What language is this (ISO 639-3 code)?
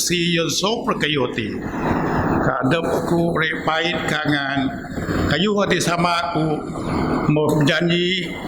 bth